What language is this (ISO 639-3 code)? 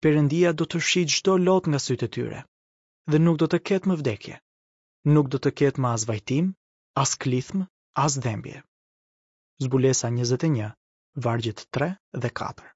sqi